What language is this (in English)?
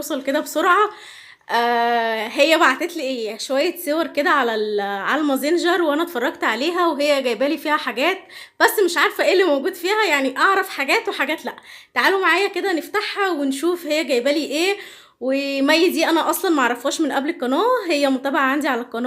Egyptian Arabic